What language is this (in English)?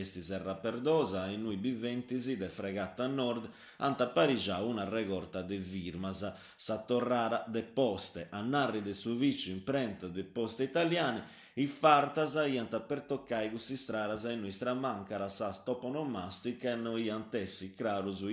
Sardinian